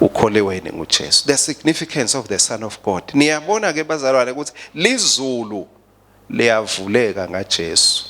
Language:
Swati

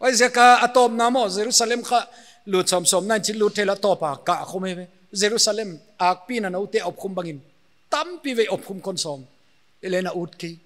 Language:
Paite Chin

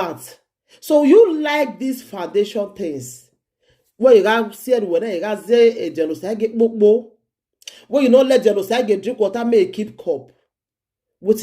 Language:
Nigerian Pidgin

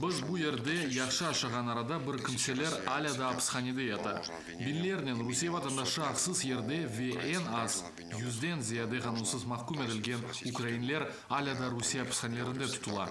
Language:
Crimean Tatar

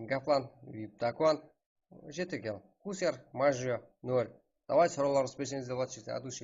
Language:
Kara-Kalpak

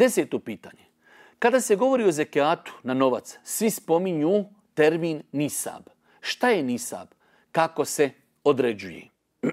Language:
Bosnian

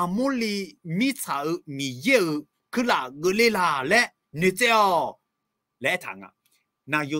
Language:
Akha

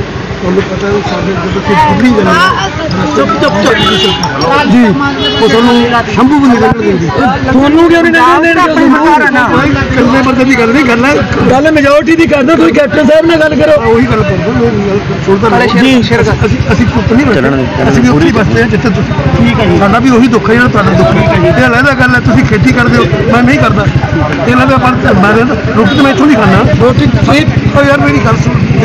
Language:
Punjabi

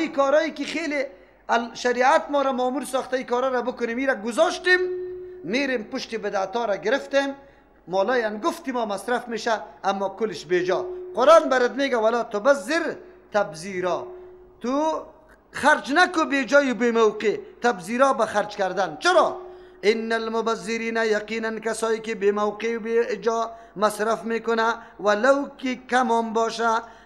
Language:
Persian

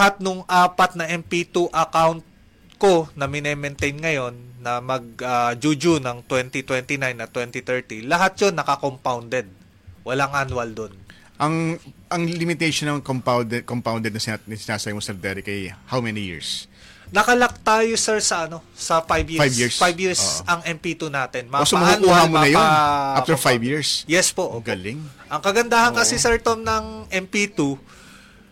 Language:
Filipino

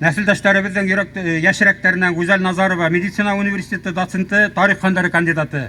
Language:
Bashkir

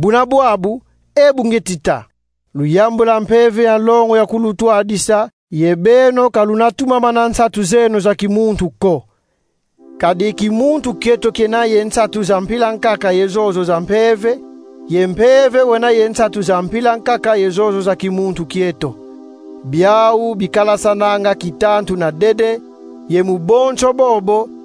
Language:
Kongo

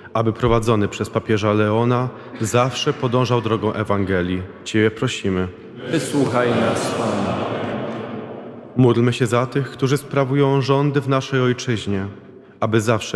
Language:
Polish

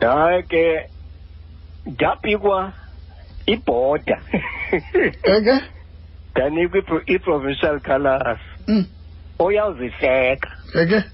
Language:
Xhosa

